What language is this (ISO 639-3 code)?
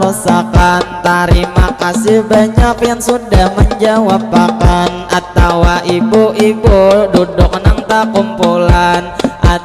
bjn